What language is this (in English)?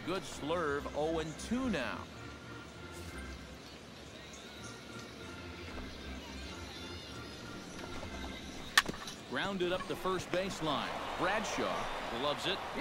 English